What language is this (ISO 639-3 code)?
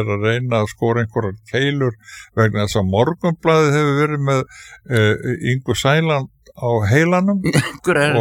isl